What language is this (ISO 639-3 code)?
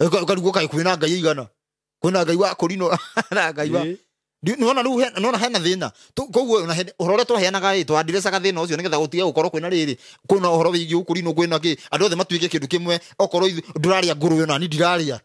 kik